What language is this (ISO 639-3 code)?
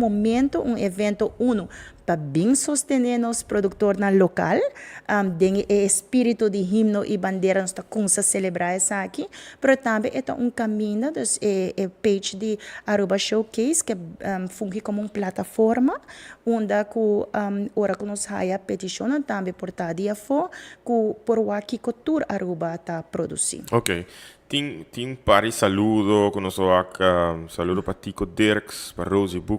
pap